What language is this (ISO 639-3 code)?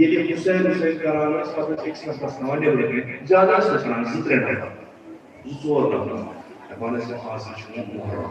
kas